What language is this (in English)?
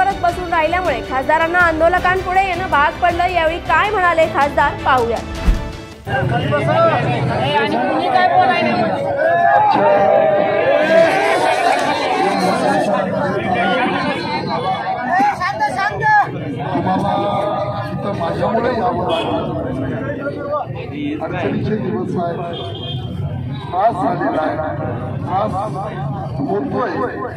Marathi